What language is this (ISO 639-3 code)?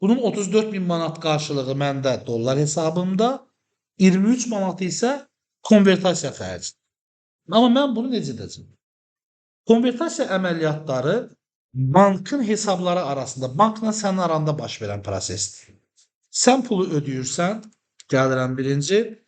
aze